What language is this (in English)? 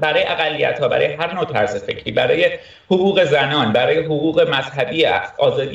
Persian